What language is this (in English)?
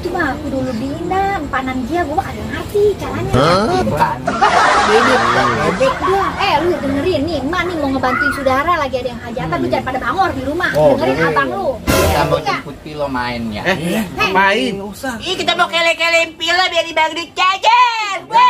Betawi